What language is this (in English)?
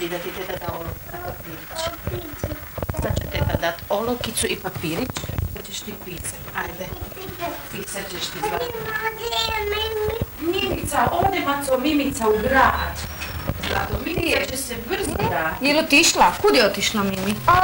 Croatian